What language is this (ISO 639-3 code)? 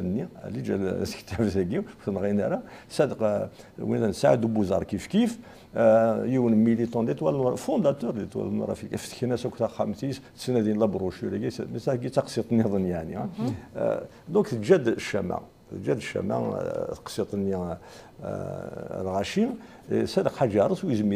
kab